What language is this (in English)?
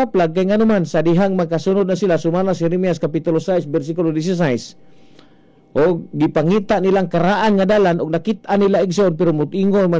Cebuano